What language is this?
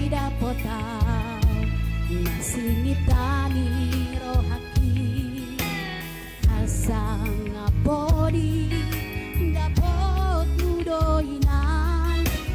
Batak Toba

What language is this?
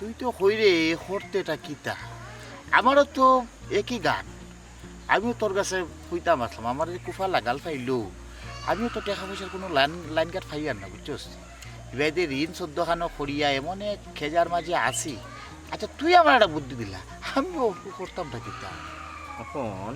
Sylheti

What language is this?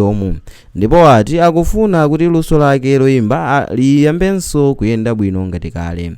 Nyanja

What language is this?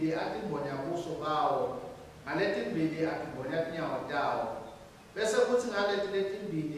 Swati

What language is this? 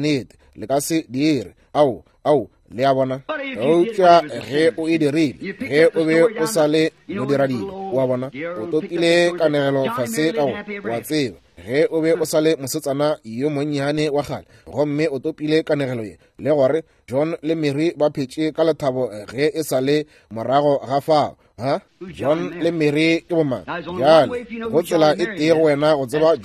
Northern Sotho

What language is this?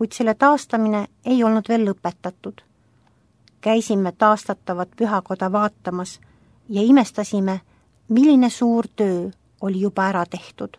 Estonian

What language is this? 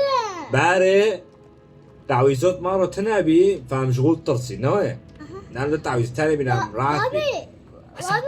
Kurdish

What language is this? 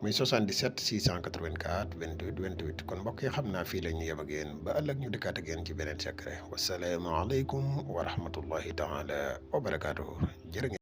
Wolof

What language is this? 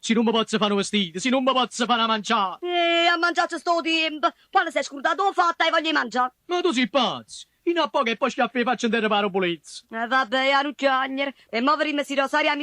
Neapolitan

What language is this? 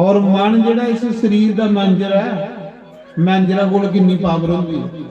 Dogri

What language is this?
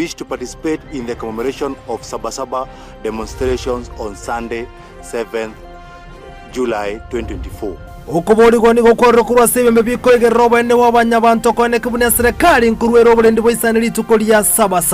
Gusii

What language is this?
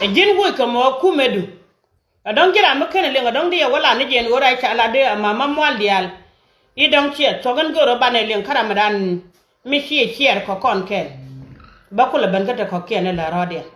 Nuer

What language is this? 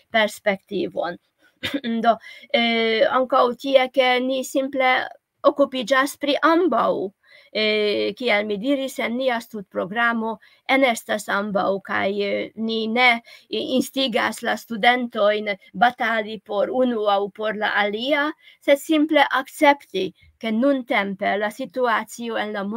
Esperanto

